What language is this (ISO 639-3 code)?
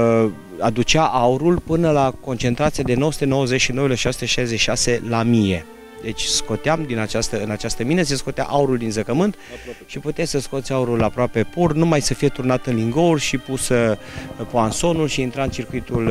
ron